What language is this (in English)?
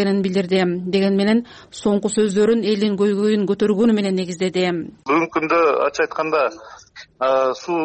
Kyrgyz